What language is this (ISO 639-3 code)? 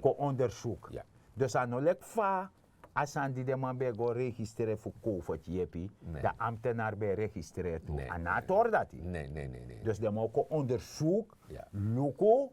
srn